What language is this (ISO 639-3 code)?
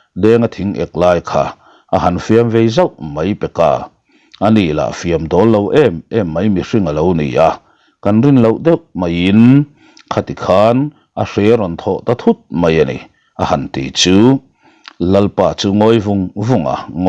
lus